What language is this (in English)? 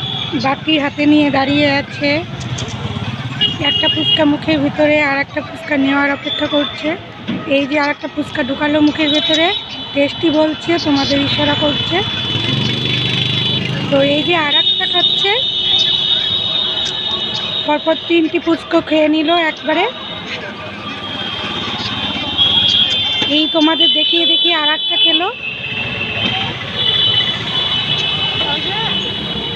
Bangla